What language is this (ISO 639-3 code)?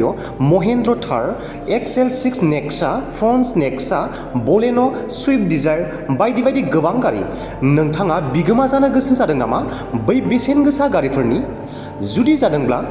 brx